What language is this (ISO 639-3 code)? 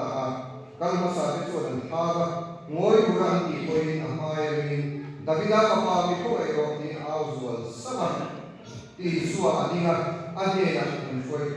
lus